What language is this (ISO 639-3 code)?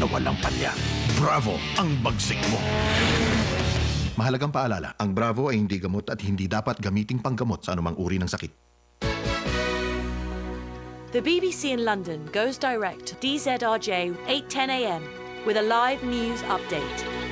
fil